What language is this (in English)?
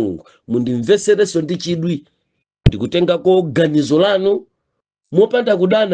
Nyanja